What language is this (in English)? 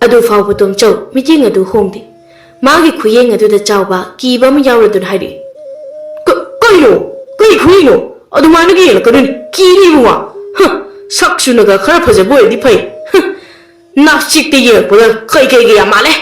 Manipuri